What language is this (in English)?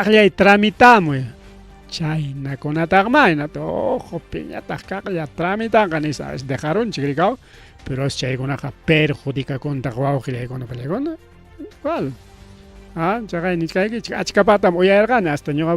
Ayacucho Quechua